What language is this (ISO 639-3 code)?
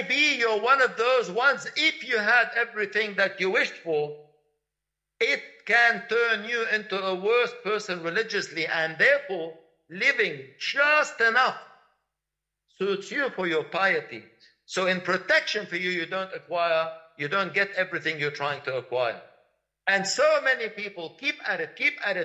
eng